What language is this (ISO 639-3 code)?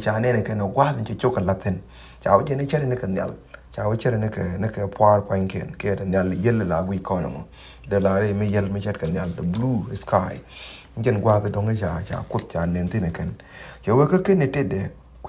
nus